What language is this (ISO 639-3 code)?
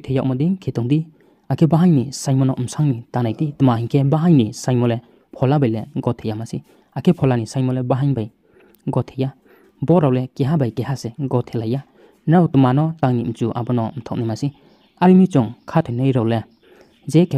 ria